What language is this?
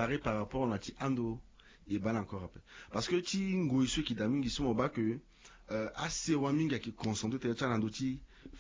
Sango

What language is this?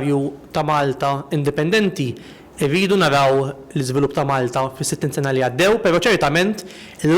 Maltese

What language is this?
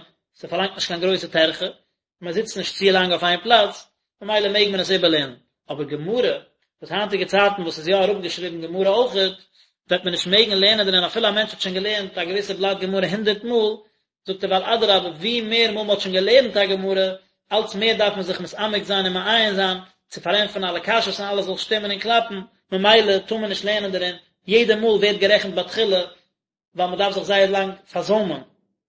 Yiddish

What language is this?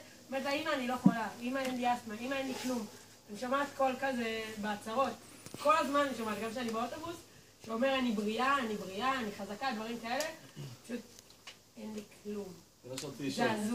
Hebrew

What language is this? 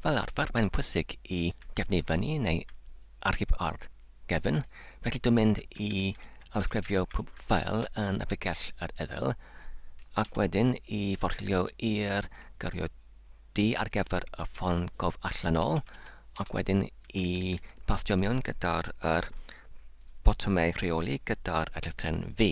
Welsh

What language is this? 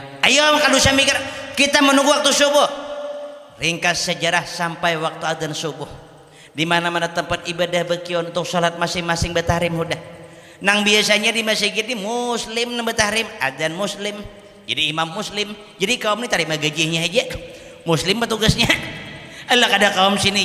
Banjar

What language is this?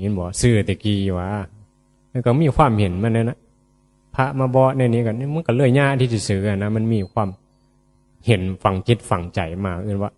Northeastern Thai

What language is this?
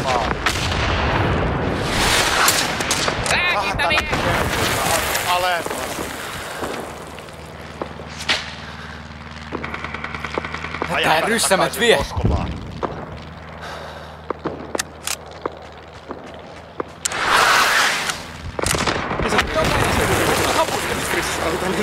Finnish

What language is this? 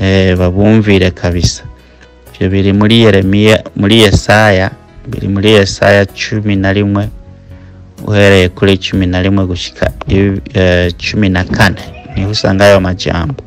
Rundi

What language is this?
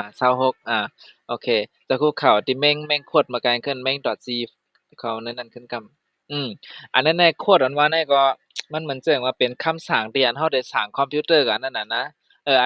Shan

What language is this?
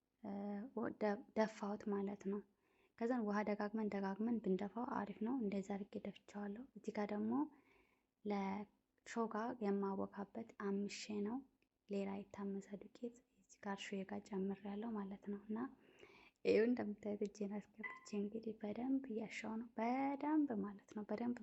Amharic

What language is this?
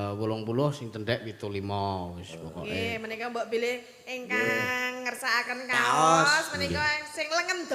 Javanese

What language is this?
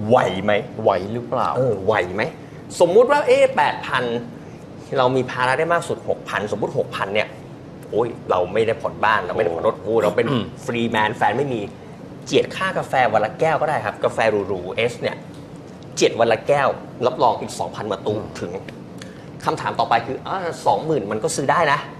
Thai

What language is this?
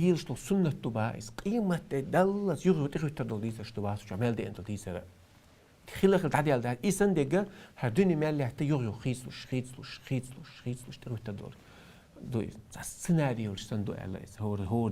Chechen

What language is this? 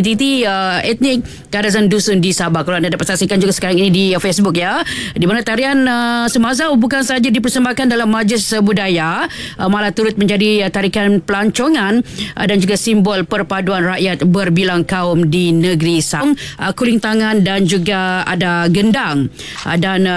Malay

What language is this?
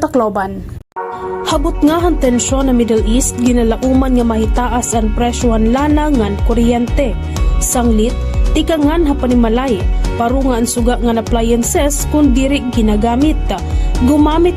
Waray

